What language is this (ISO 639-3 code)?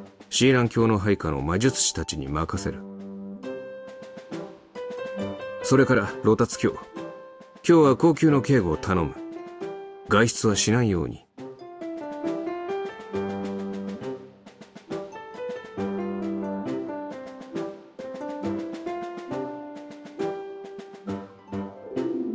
jpn